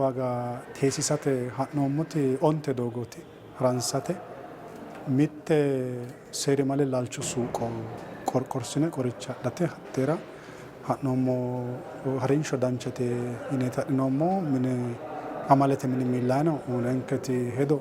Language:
Sidamo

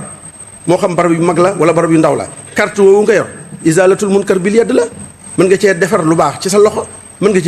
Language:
Wolof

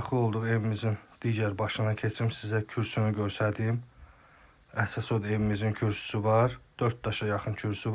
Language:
Azerbaijani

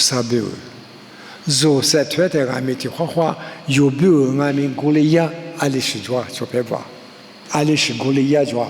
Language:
Lisu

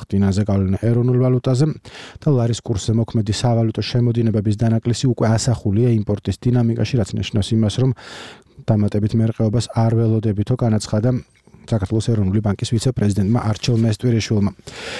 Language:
Georgian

